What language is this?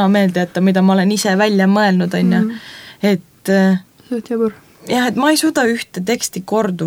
Estonian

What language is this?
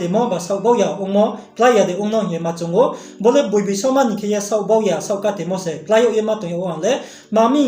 Riang (India)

